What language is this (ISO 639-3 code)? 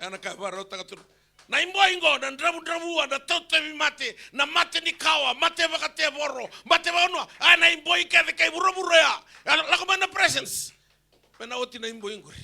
fij